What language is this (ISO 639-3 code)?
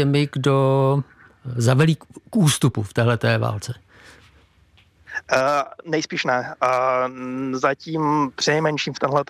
ces